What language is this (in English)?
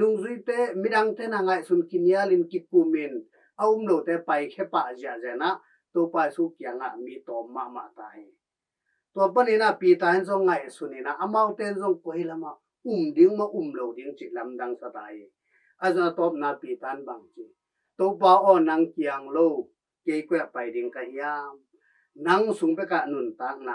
Tedim Chin